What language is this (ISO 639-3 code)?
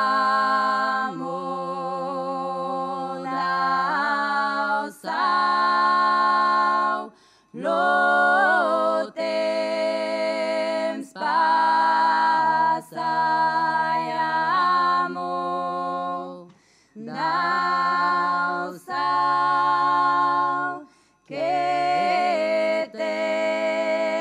oci